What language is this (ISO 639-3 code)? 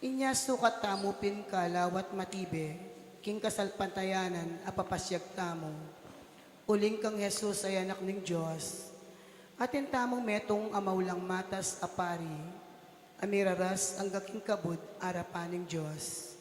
pam